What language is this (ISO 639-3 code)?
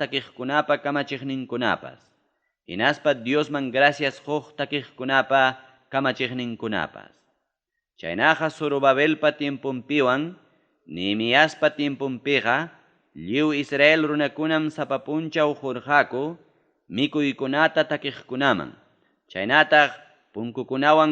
quy